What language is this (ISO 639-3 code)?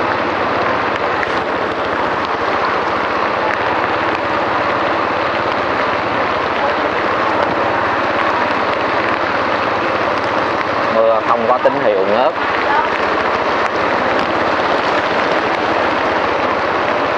vie